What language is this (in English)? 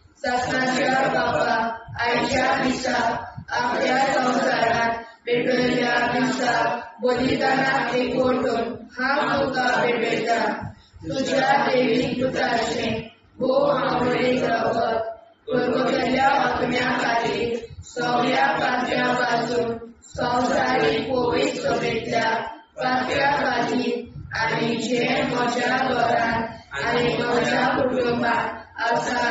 Konkani